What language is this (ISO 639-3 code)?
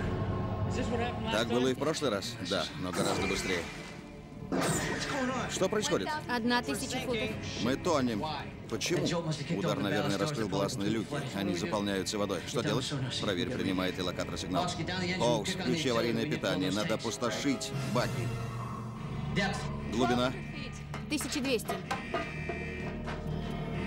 rus